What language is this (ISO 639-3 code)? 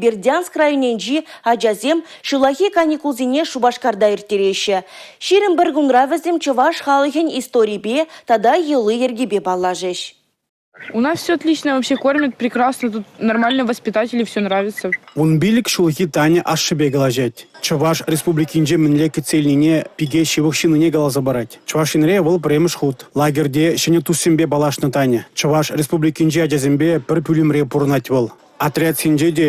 chv